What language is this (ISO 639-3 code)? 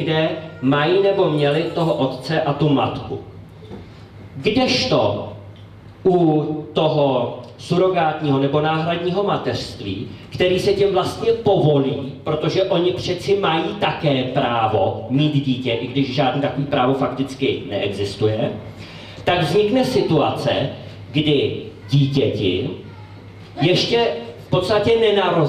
ces